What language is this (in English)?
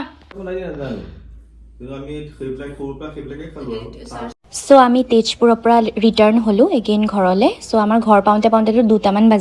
Assamese